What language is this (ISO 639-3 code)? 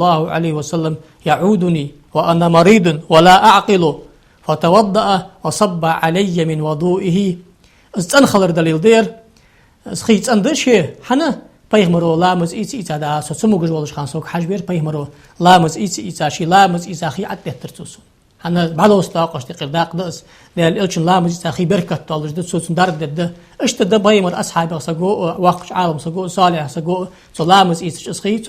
inh